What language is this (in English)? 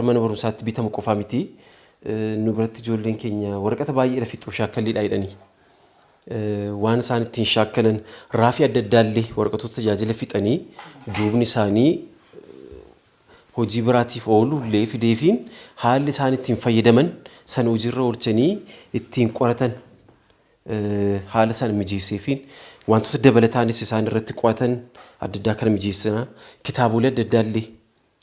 Oromo